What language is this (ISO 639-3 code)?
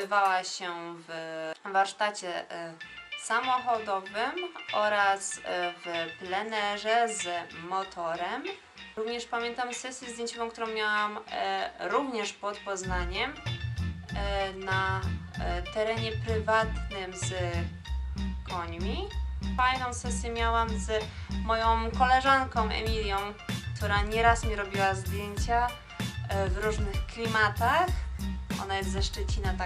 pol